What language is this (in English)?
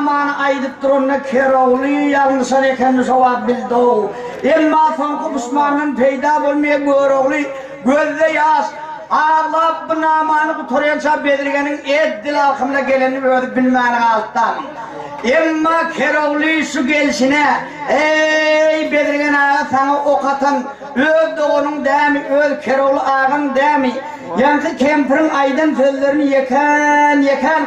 Turkmen